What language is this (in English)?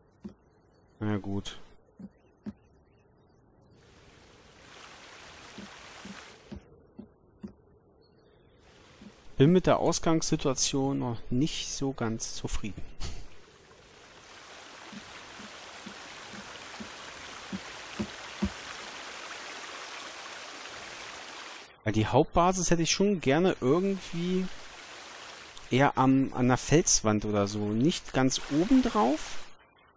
German